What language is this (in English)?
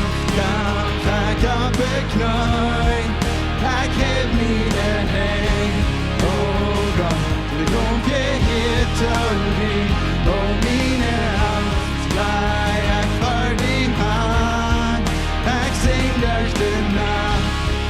Plautdietsch